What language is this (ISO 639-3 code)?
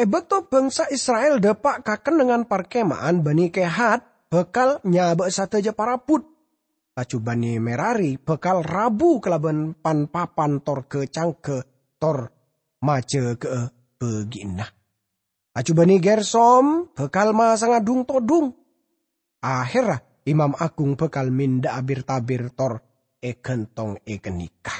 mad